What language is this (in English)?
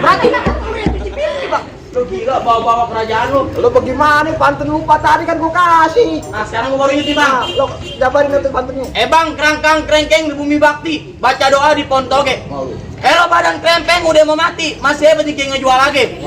Betawi